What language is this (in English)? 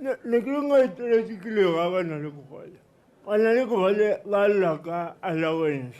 Tswana